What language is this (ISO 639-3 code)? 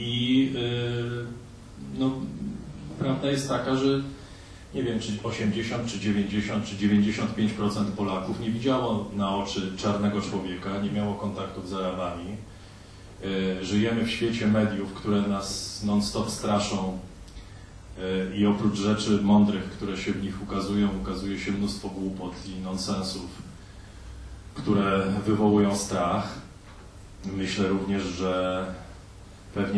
pol